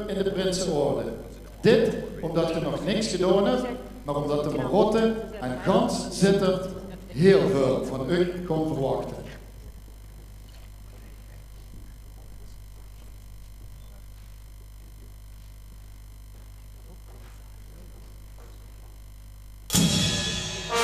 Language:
Dutch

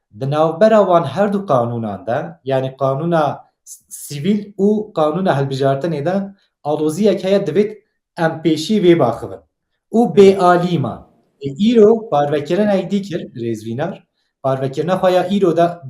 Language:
Kurdish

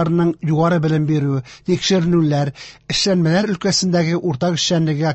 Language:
Tatar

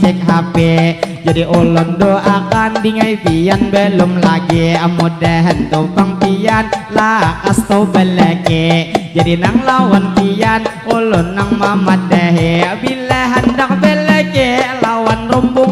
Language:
Banjar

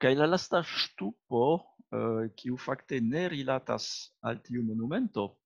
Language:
Esperanto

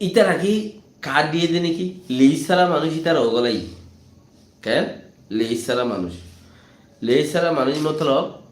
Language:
Rohingya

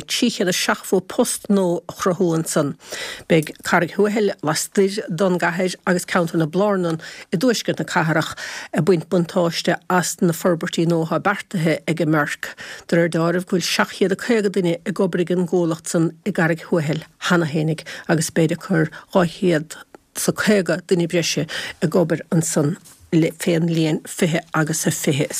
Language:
Irish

